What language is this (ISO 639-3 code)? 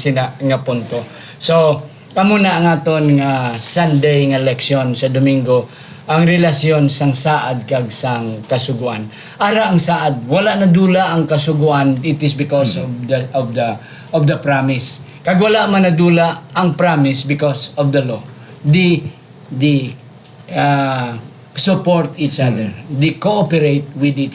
hil